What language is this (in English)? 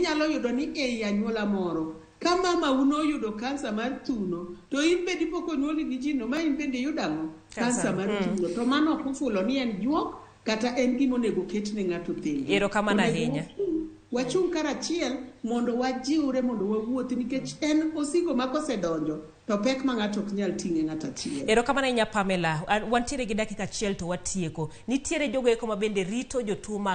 Luo (Kenya and Tanzania)